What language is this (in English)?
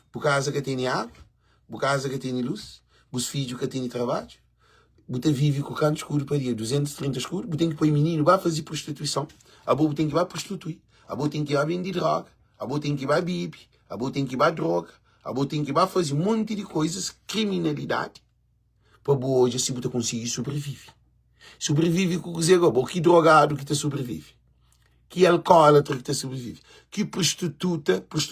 Kabuverdianu